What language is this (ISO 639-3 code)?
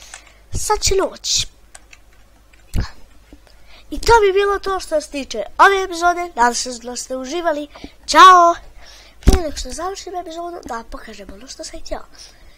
hrv